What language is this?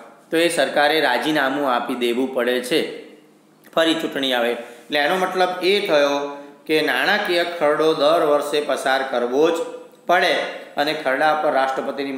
Gujarati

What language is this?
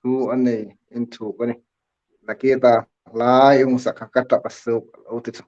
Hmar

